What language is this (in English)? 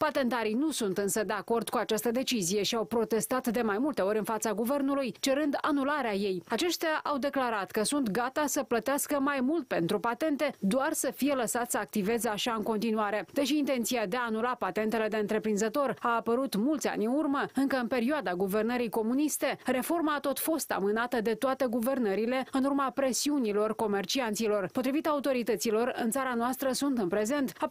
Romanian